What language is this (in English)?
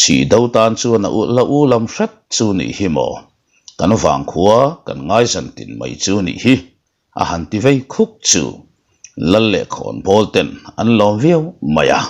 Mizo